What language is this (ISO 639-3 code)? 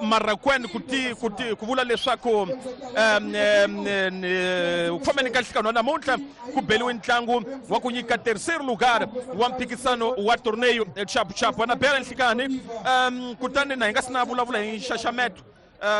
tso